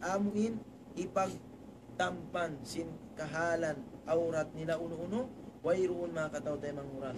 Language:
Tausug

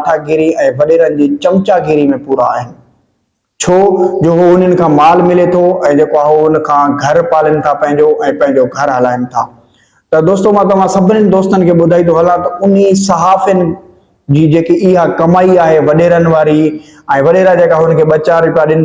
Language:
Sindhi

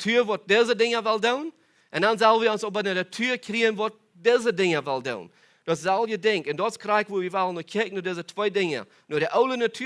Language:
Plautdietsch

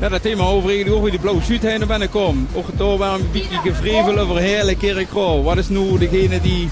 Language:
Limburgish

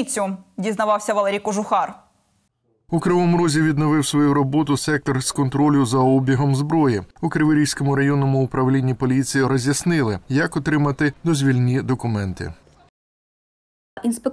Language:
Ukrainian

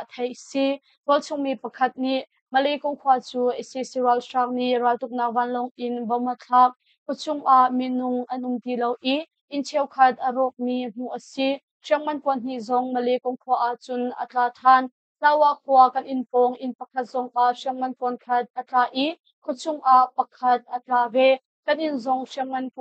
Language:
Hakha Chin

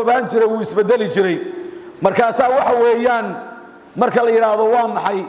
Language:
Somali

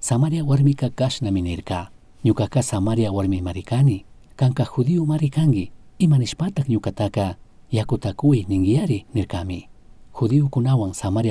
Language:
Chimborazo Highland Quichua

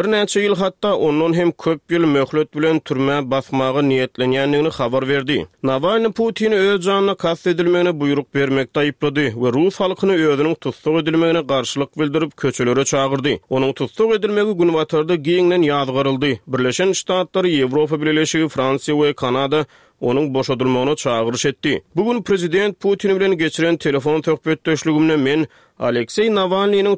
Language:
Turkmen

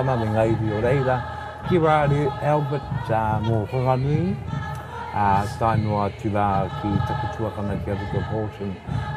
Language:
Māori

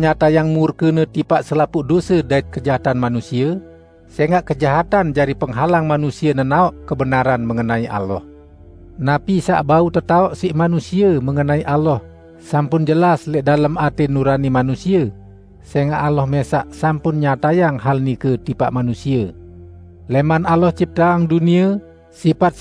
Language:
Sasak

